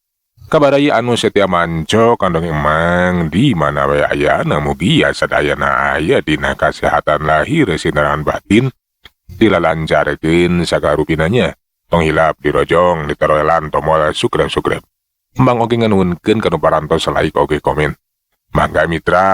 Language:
Sundanese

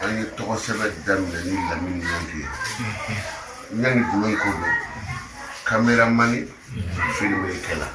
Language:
Bambara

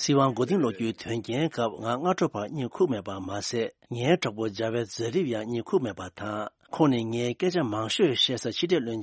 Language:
Tibetan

